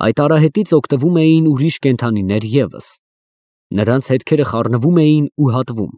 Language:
Armenian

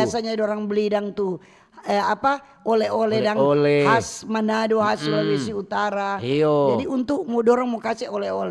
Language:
Manado Malay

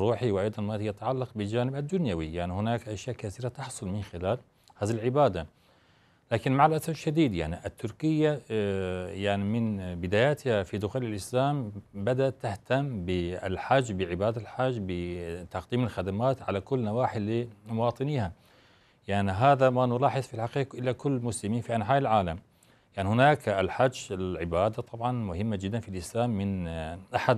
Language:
Arabic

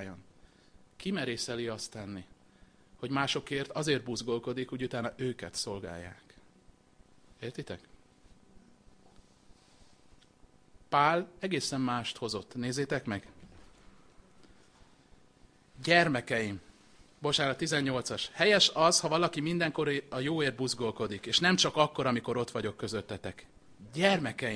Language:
Hungarian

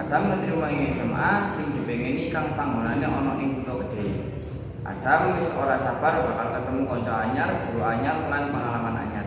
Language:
Javanese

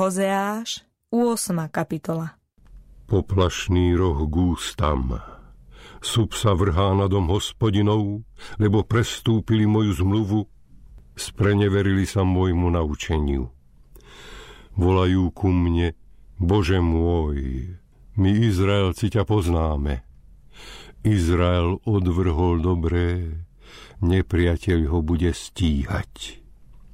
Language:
Slovak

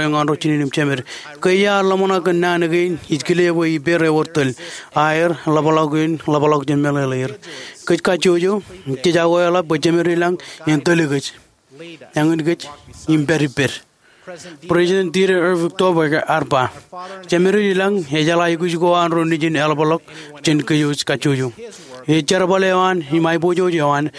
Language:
Marshallese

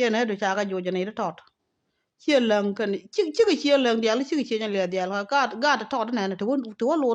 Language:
Nuer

